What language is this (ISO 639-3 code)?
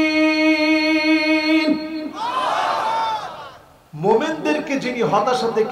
ben